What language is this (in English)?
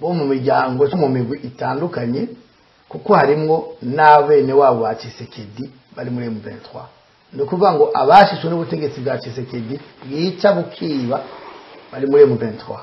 Rundi